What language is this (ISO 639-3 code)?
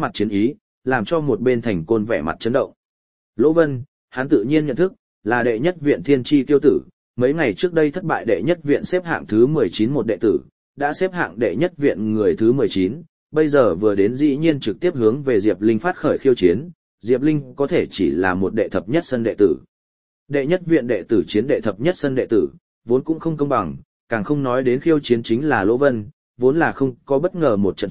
vie